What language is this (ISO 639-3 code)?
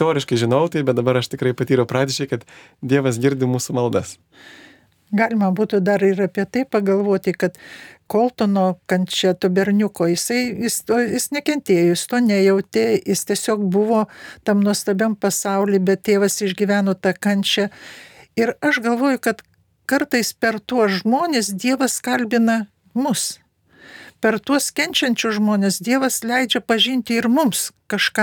lit